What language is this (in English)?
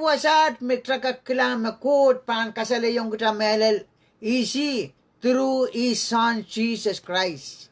Pohnpeian